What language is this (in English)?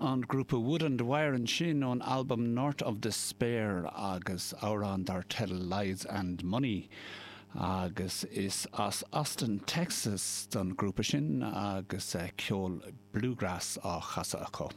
Irish